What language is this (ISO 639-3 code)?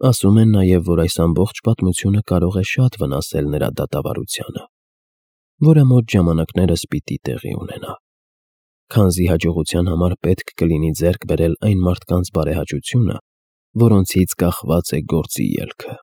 hye